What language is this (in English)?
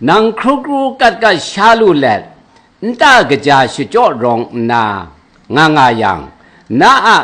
Kachin